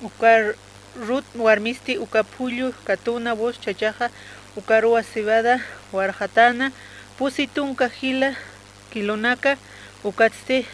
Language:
Aymara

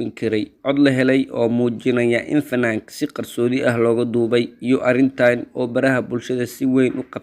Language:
Somali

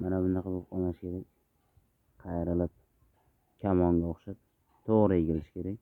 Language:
Uzbek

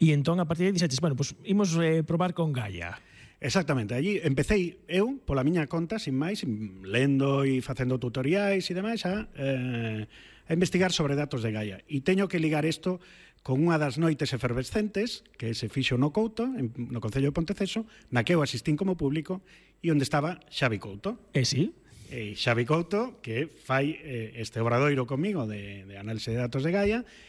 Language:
Galician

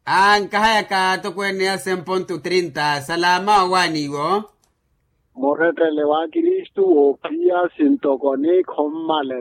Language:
Makhuwa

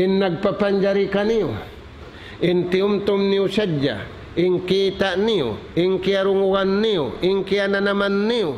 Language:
Tausug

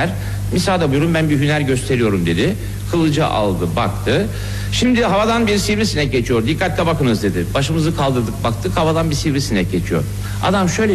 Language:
Turkish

